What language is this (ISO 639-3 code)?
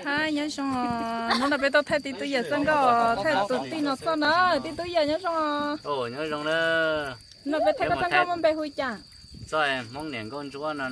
hmn